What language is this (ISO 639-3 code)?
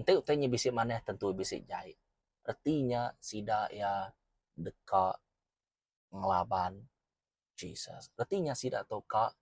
iba